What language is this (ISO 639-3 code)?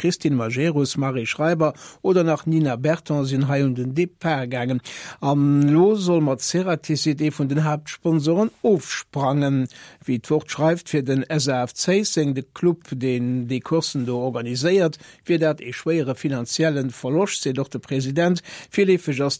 ltz